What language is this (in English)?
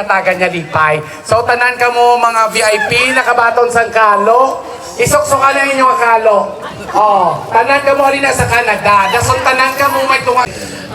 Hiligaynon